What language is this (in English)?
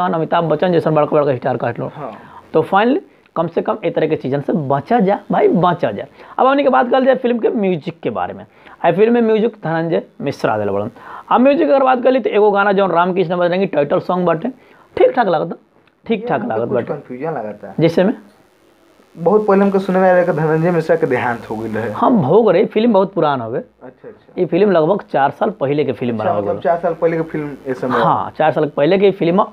Bhojpuri